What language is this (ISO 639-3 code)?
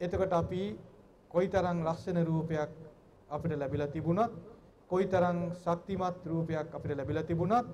sin